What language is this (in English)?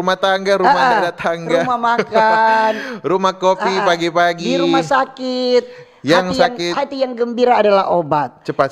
Manado Malay